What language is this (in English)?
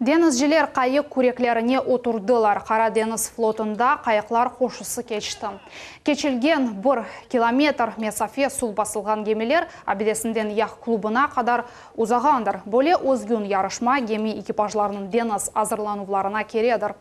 Crimean Tatar